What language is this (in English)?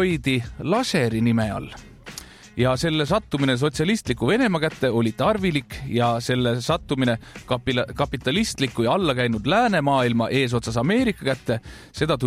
Estonian